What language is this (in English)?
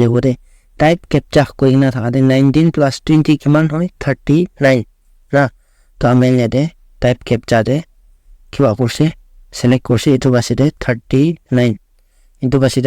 Naga Pidgin